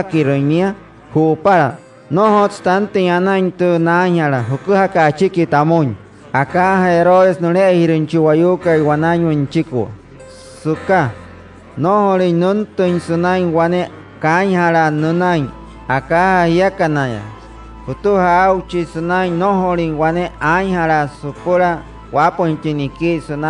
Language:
Wayuu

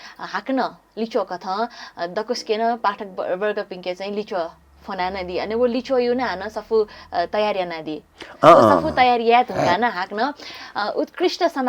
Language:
Newari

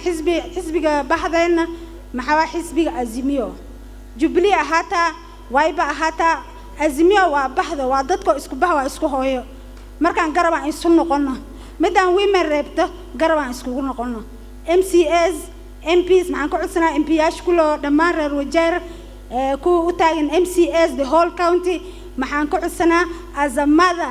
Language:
Somali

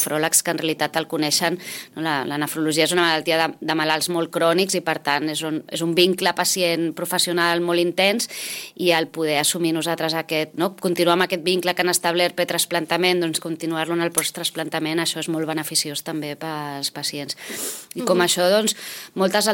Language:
Catalan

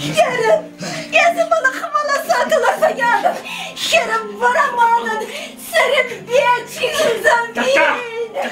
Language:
Chuvash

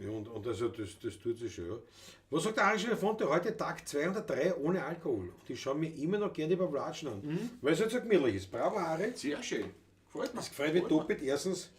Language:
Bavarian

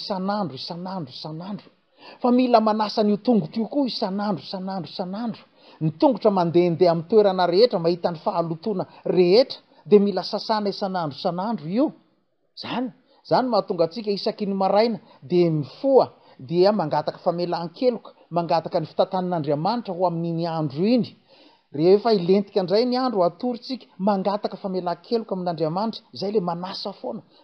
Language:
Malagasy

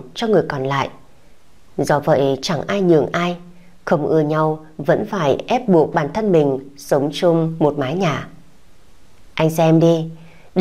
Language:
Vietnamese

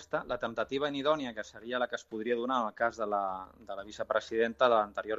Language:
Catalan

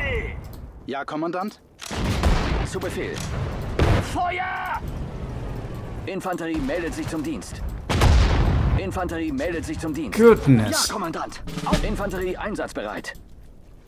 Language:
German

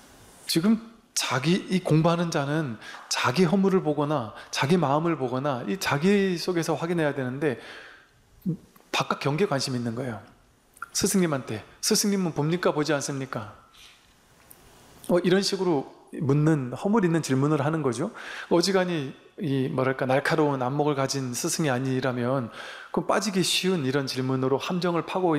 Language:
Korean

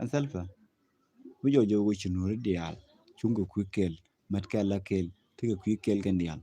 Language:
Nuer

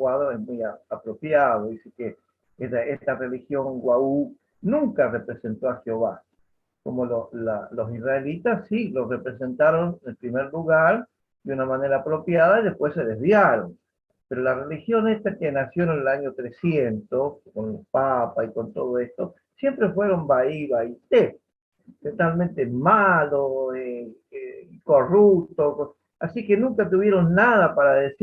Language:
Guarani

